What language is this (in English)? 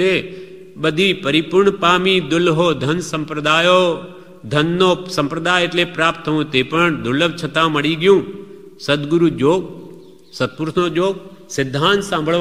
Gujarati